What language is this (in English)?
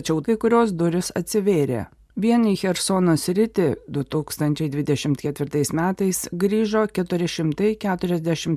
Lithuanian